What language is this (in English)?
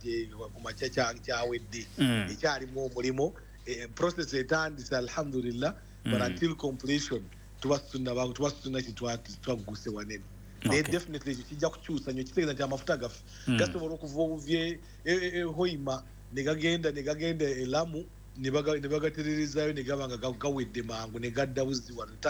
Ganda